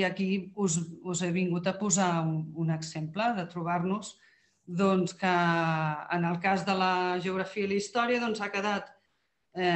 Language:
Catalan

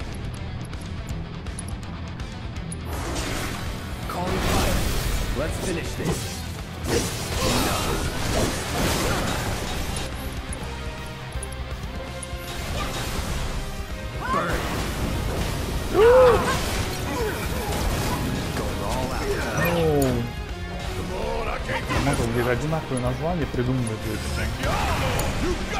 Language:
English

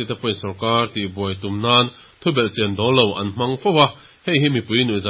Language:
Mizo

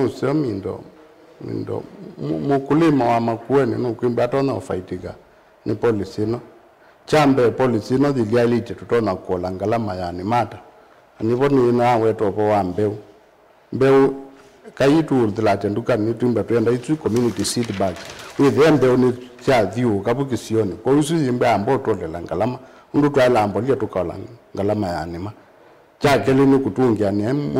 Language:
Kamba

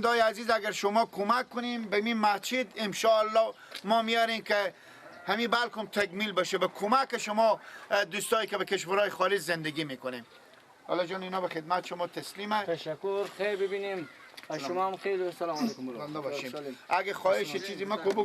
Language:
Persian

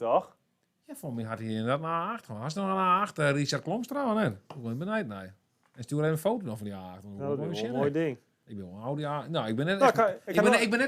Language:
Western Frisian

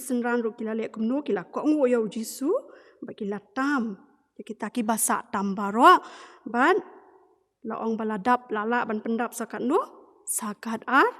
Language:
Khasi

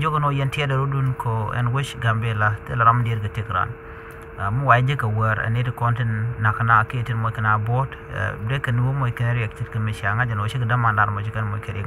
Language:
Nuer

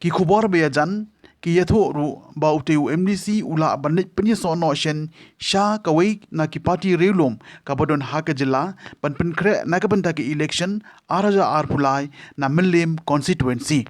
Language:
Khasi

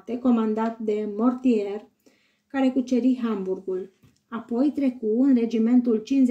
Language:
Romanian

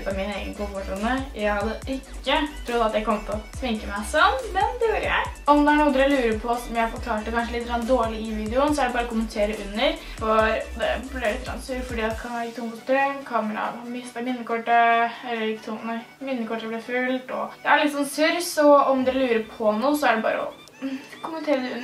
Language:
Norwegian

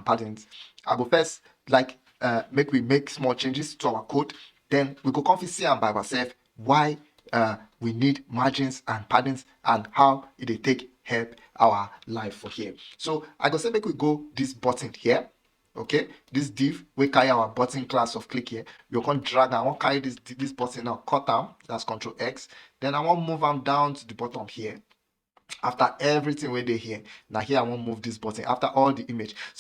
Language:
Nigerian Pidgin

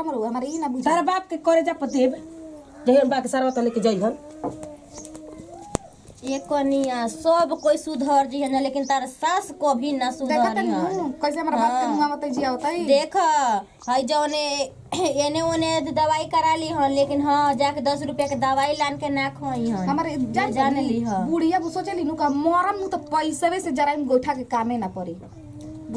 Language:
Bhojpuri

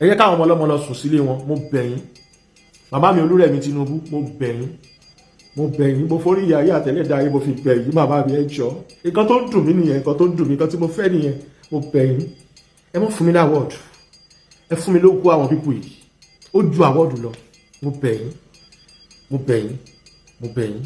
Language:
Yoruba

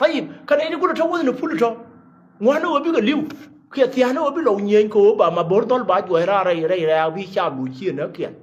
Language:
Nuer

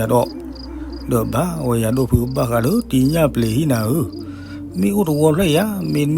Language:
S'gaw Karen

